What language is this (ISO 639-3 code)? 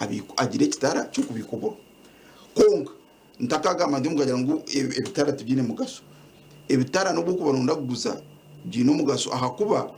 nyn